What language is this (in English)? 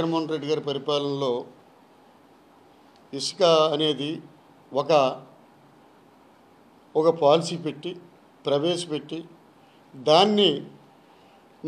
Telugu